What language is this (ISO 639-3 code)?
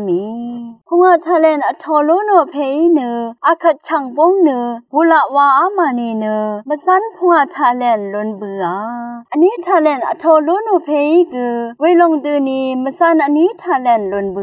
raw